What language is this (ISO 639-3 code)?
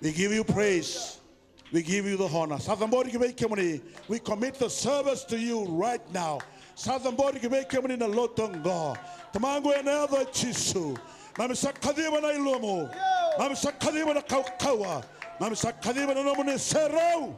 fij